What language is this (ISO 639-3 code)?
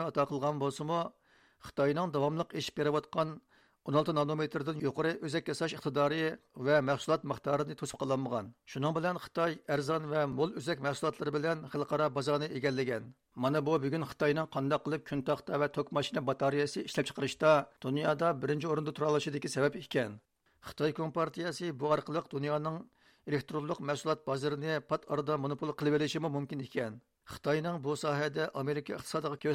uig